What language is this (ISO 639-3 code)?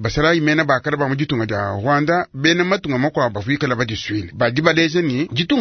lua